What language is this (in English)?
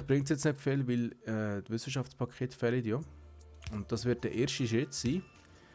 Swiss German